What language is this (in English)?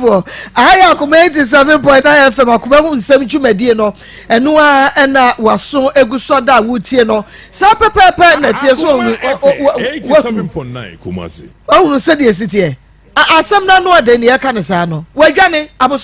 Akan